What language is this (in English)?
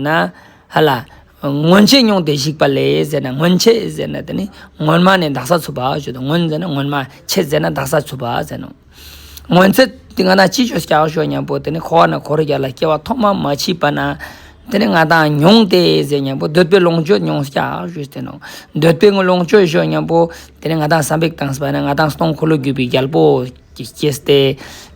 Ladakhi